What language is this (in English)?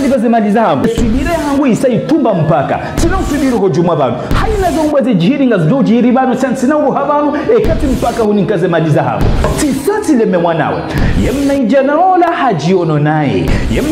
Ngazidja Comorian